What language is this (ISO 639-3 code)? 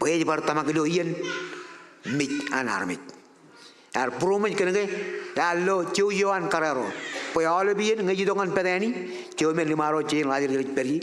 mah